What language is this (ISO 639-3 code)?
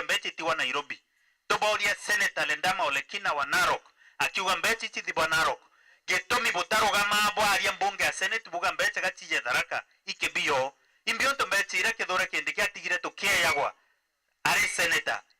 mer